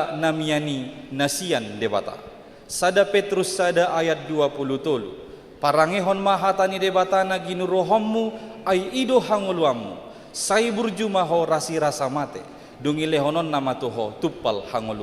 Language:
Batak Toba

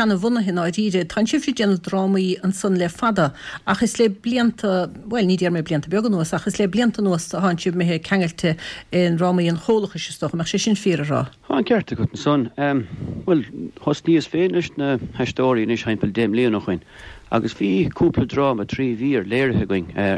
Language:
Irish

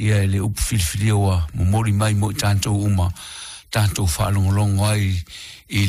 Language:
Samoan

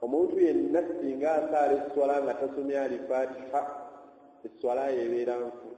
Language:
Ganda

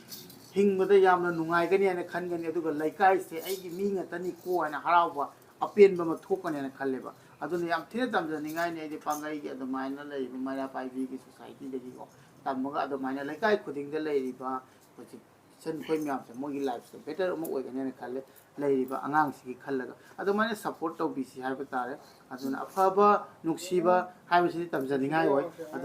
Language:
Manipuri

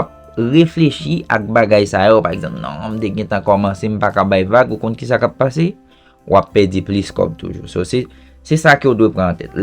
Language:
Haitian Creole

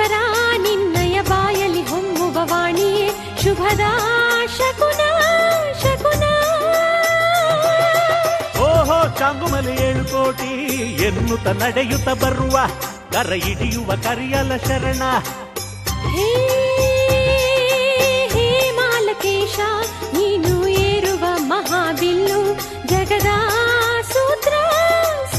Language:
Kannada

